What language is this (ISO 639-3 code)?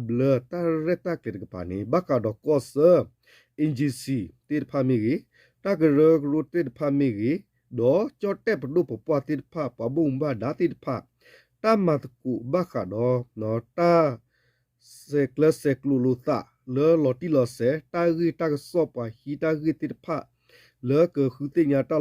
ksw